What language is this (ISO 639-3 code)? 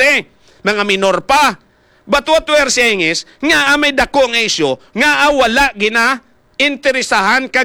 hil